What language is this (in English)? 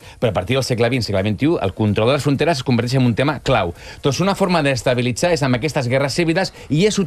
Catalan